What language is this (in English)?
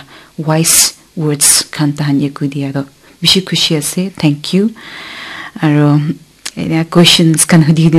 Naga Pidgin